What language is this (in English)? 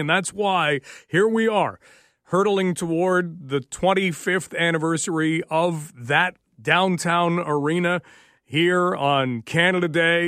English